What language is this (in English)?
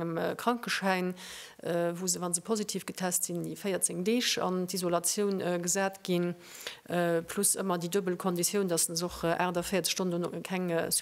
Luxembourgish